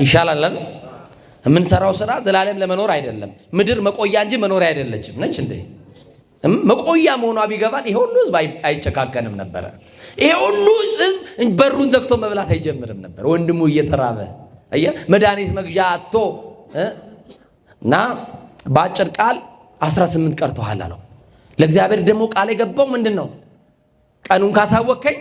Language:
Amharic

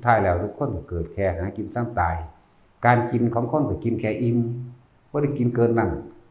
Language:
Northeastern Thai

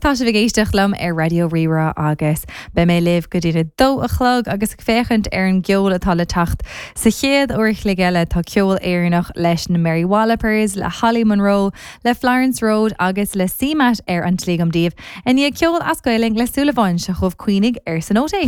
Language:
Irish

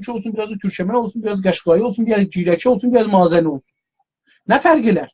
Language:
South Azerbaijani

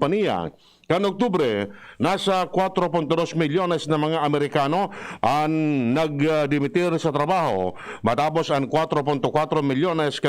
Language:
Bikol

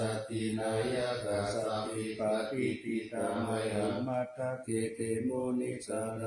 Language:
Pali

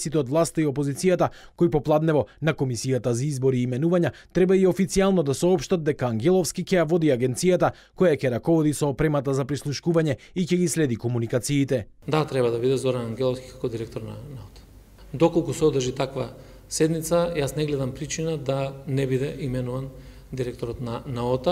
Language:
Macedonian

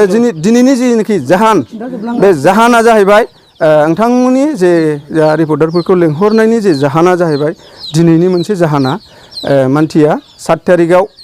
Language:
Bodo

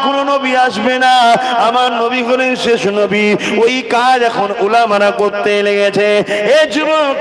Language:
Bangla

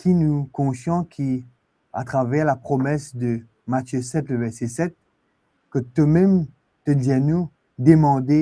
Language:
Morisyen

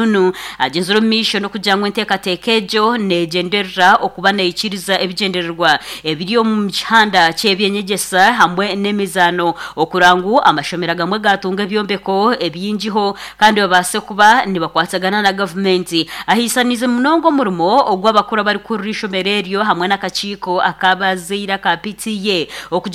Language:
Nyankole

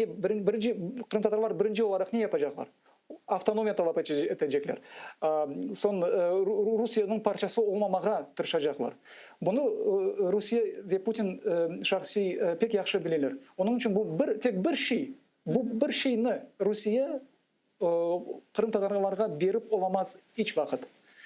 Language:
Crimean Tatar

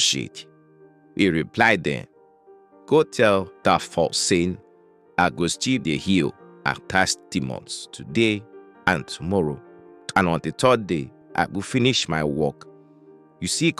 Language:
Nigerian Pidgin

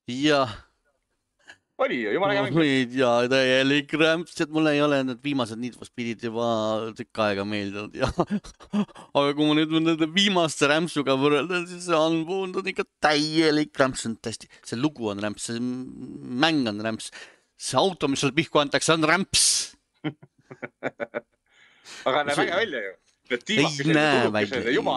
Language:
Estonian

